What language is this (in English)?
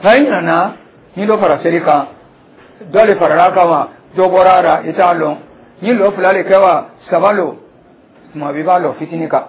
Dyula